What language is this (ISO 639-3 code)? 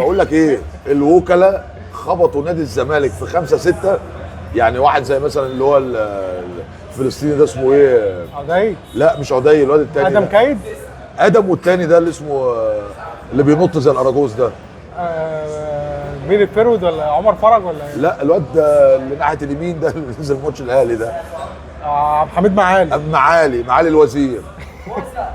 arz